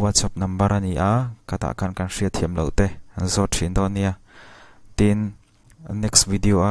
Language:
Mizo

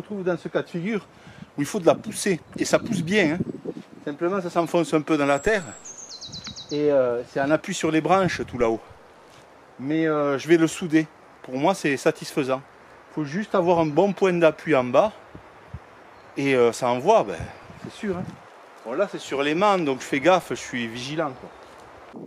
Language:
French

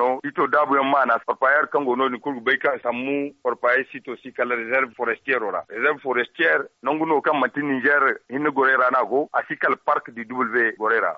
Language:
Zarma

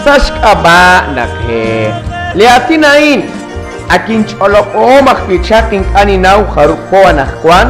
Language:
Kekchí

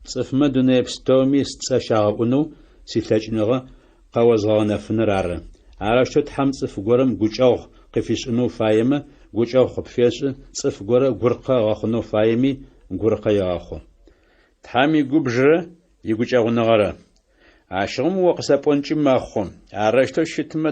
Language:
Adyghe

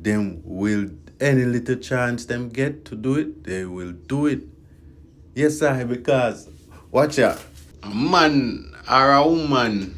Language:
Jamaican Creole English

